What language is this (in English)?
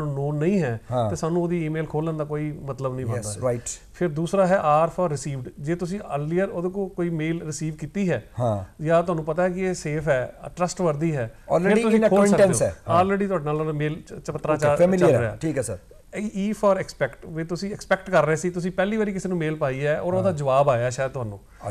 Punjabi